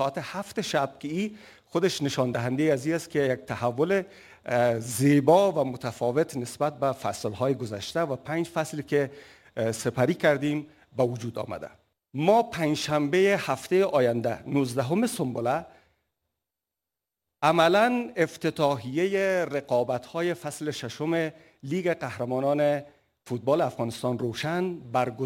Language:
Persian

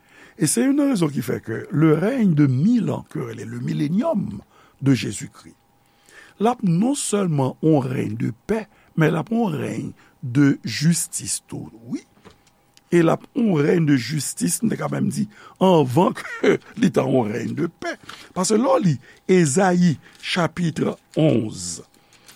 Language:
Haitian Creole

